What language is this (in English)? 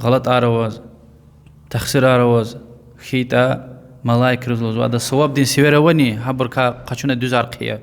Lezghian